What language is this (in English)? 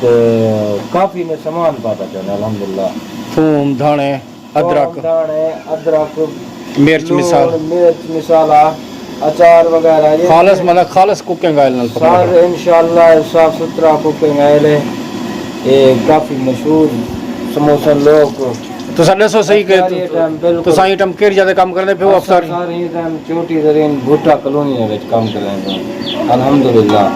Saraiki